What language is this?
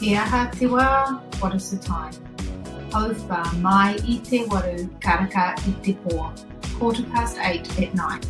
Māori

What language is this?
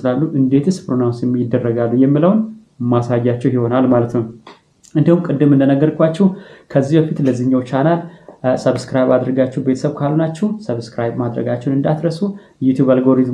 Amharic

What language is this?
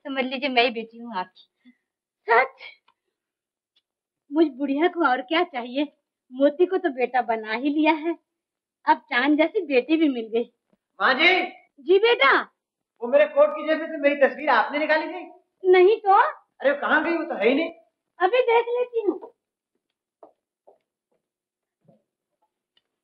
Hindi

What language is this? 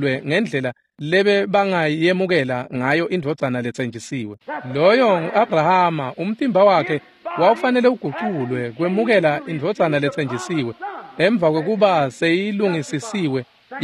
Swati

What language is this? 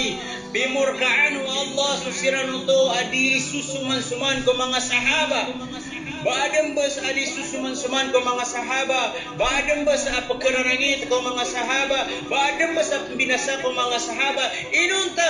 Maranao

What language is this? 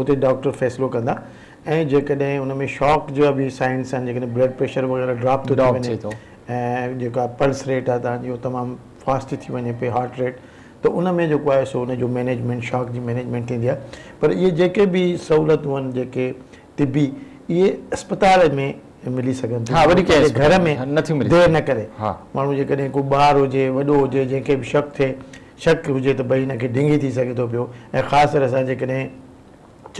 Sindhi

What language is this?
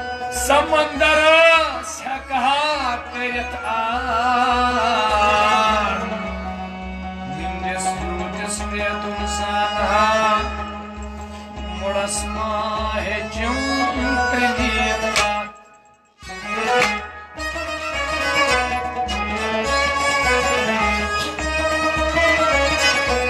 Kashmiri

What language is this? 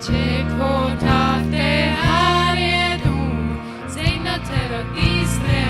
Plautdietsch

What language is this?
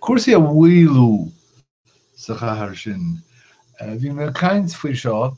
Irish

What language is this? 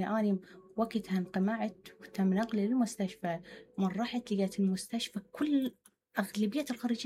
Mesopotamian Arabic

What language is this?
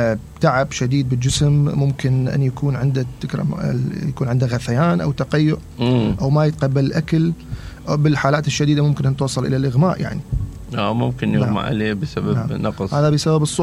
Mesopotamian Arabic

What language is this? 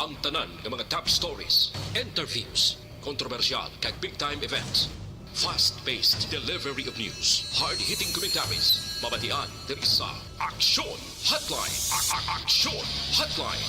Hiligaynon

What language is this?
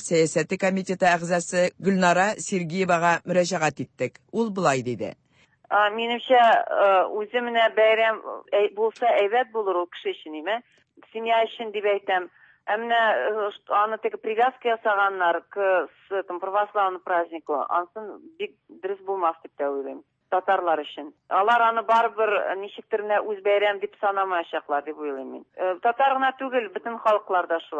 Tatar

